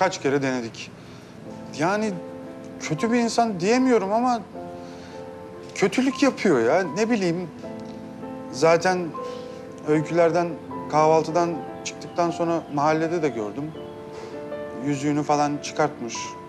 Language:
Turkish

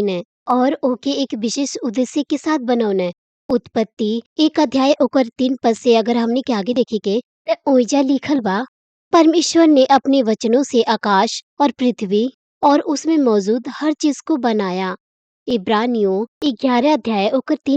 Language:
Bhojpuri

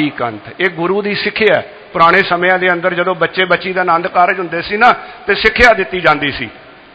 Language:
Punjabi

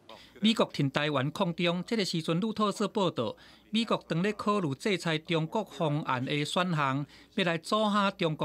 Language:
Min Nan Chinese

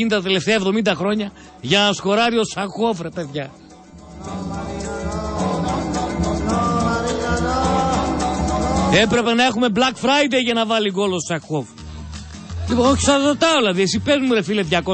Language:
Greek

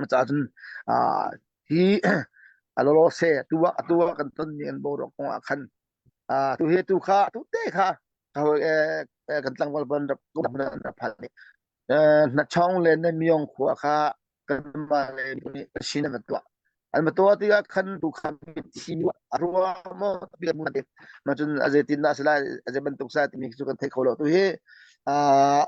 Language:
Hakha Chin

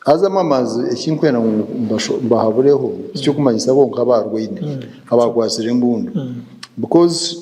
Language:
Nyankole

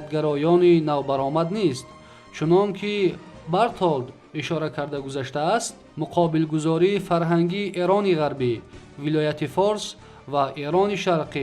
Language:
Tajik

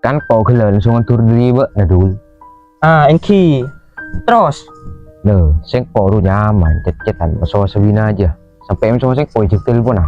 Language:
Madurese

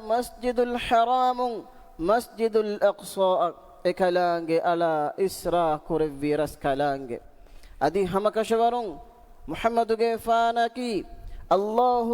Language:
Divehi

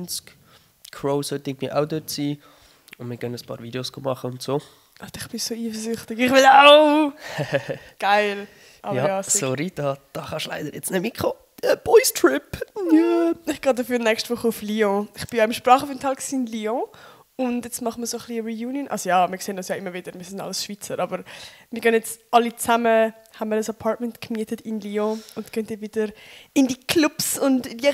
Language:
Swiss German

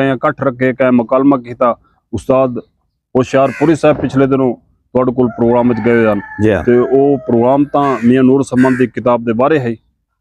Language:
Saraiki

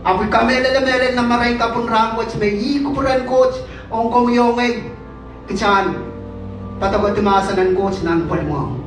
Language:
Pohnpeian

